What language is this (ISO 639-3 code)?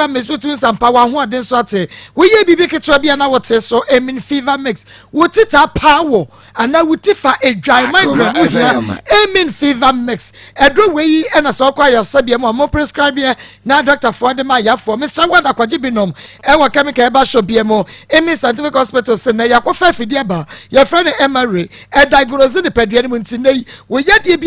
aka